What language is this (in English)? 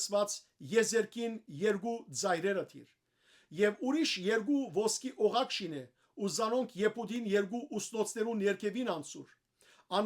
Western Armenian